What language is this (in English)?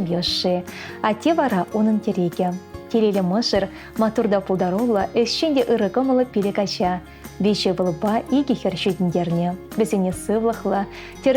Chuvash